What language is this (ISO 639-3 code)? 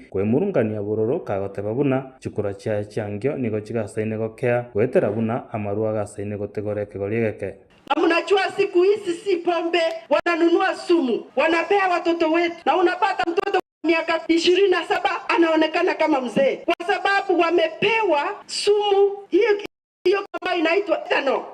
guz